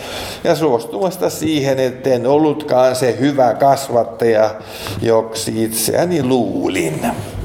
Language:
Finnish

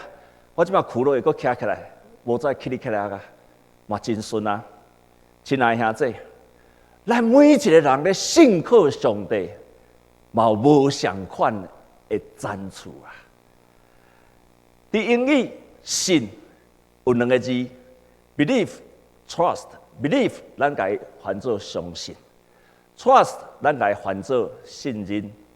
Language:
Min Nan Chinese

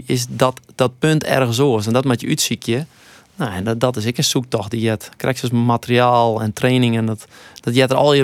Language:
Western Frisian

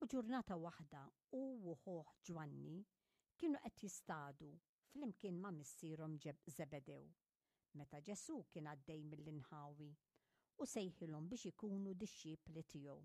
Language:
Maltese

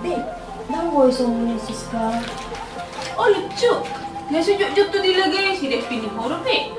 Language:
Batak Toba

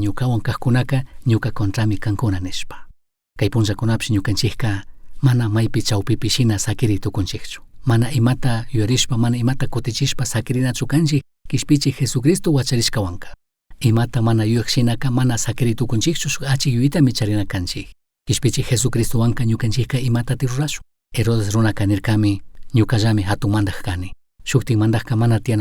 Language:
Chimborazo Highland Quichua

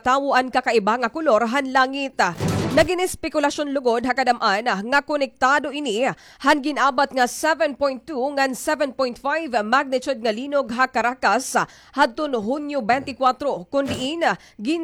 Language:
Waray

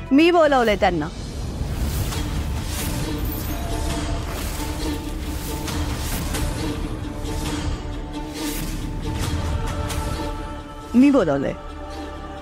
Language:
Marathi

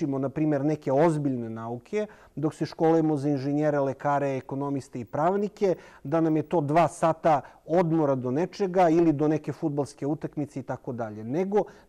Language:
Serbian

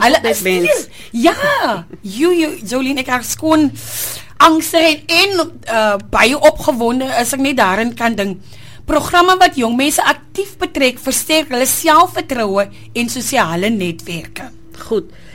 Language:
Afrikaans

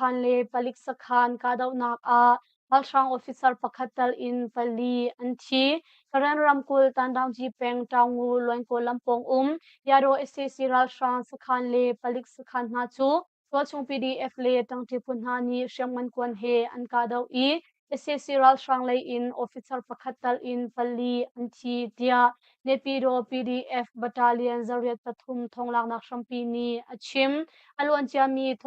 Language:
Hakha Chin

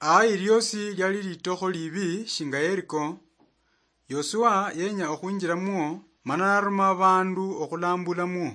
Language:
Luyia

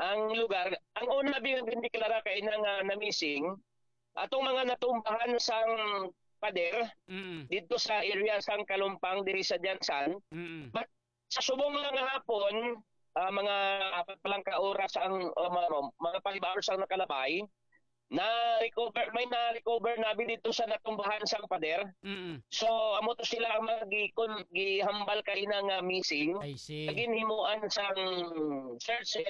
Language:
Hiligaynon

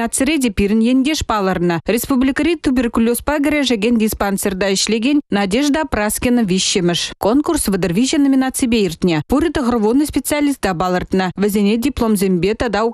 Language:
Chuvash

